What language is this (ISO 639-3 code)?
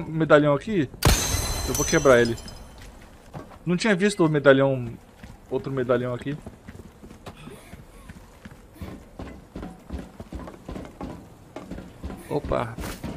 por